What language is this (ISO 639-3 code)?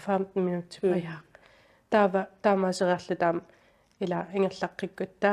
kal